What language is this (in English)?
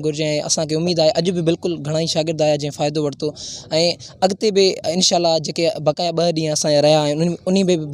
Sindhi